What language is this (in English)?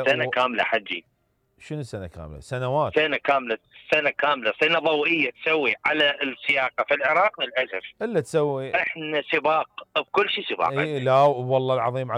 Mesopotamian Arabic